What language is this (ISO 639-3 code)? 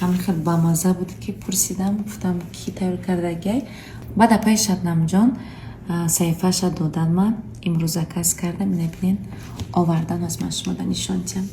tgk